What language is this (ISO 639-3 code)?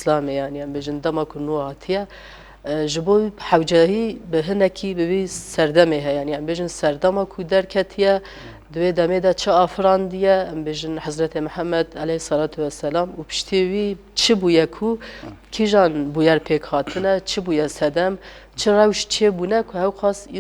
kur